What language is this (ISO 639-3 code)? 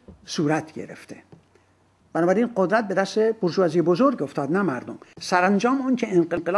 fas